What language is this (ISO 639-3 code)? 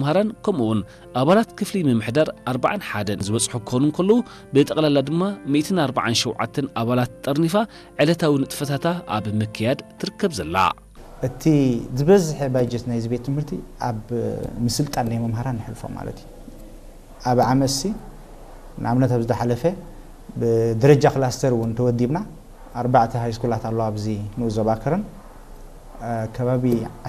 tir